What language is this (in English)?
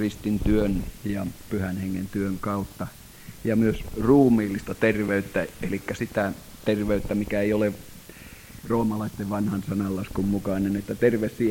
Finnish